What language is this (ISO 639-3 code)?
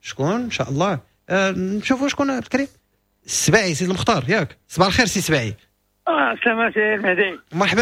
ary